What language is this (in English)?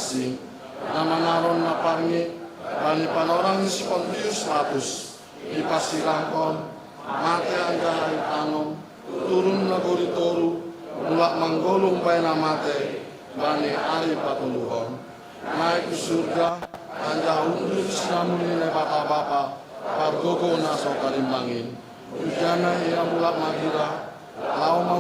Batak Simalungun